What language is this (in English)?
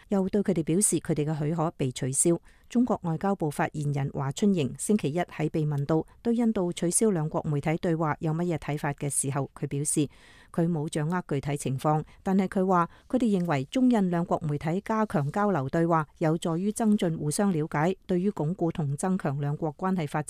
Cantonese